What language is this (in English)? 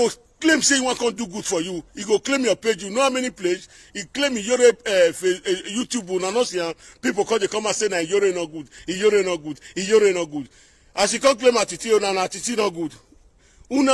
Nigerian Pidgin